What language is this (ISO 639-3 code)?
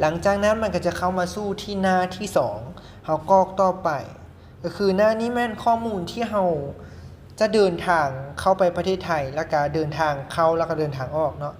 lao